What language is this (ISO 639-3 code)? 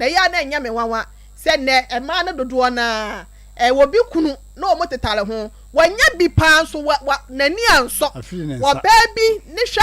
aka